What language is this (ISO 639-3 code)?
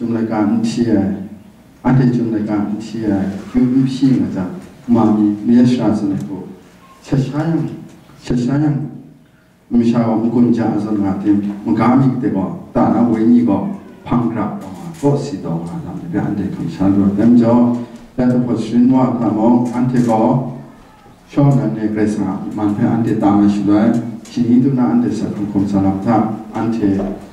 kac